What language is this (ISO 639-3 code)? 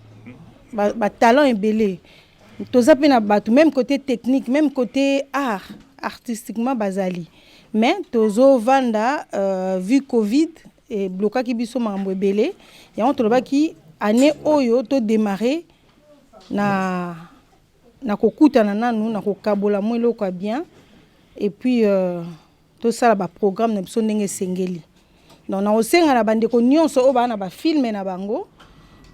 lin